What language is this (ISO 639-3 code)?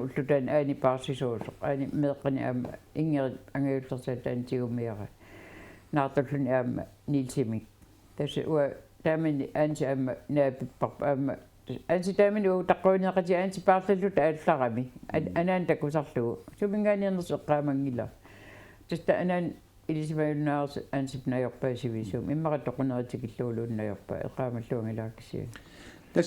kal